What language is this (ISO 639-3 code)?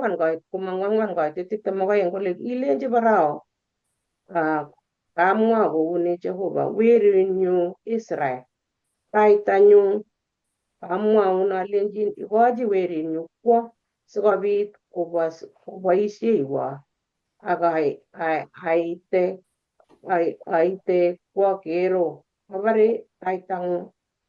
kln